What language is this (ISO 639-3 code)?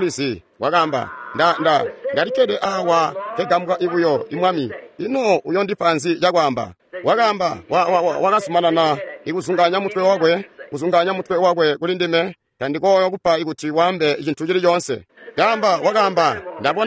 toi